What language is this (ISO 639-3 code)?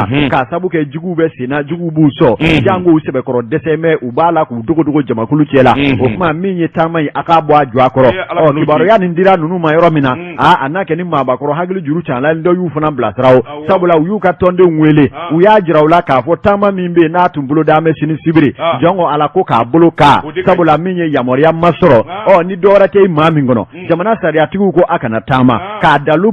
bam